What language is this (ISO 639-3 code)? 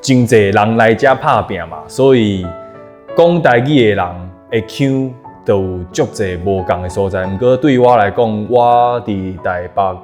nan